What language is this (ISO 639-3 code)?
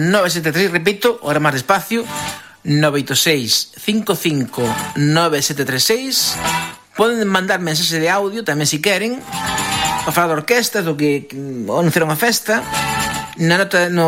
glg